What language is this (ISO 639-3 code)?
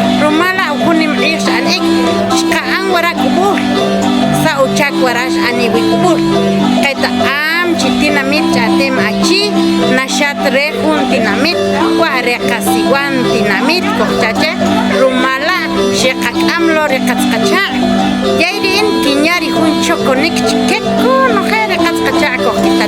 acr